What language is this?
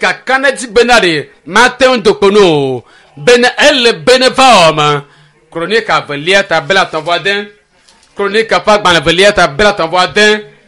Ewe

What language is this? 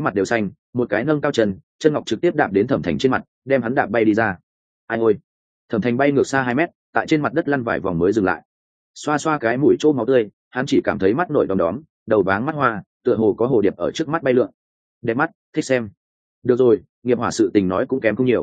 Vietnamese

